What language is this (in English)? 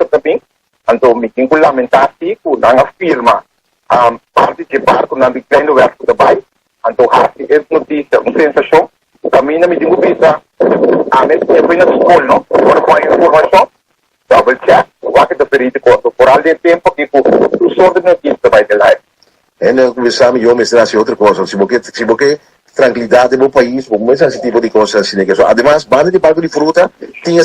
Papiamento